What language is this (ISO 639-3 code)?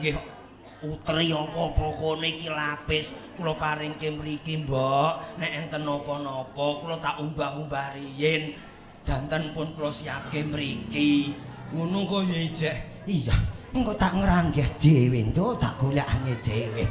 jav